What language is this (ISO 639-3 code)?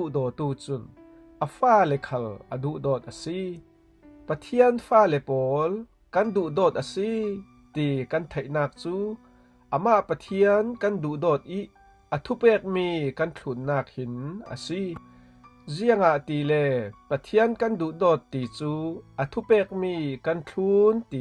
cfm